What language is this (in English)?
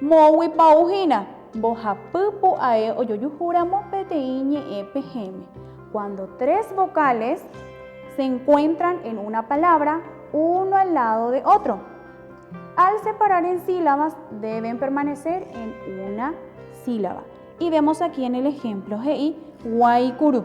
Guarani